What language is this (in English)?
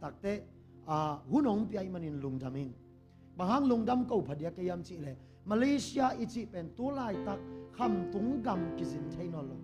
Tedim Chin